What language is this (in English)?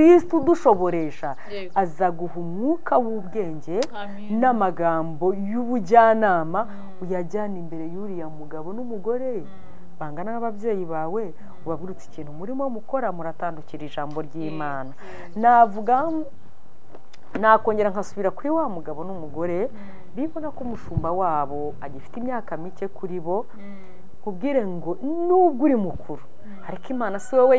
Kinyarwanda